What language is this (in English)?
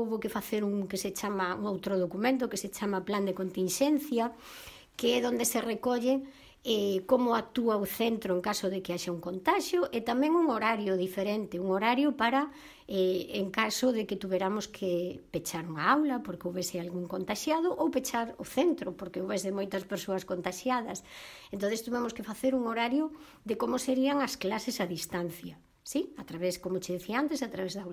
Galician